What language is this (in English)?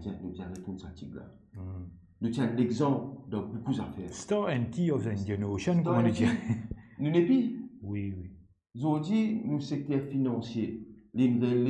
Morisyen